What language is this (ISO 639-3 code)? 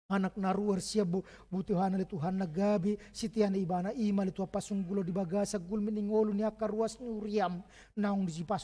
bbc